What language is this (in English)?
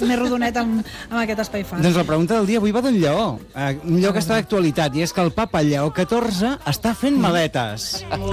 Catalan